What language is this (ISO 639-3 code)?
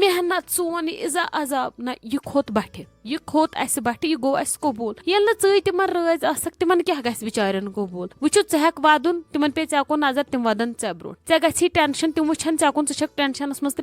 kas